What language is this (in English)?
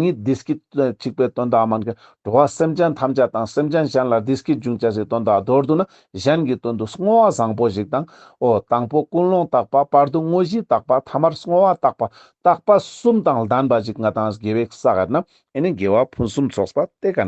Ladakhi